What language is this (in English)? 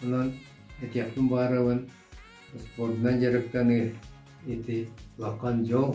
Yakut